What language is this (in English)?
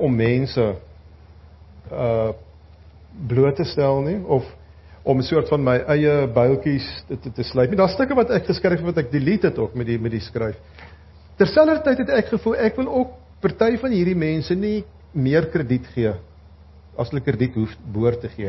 Afrikaans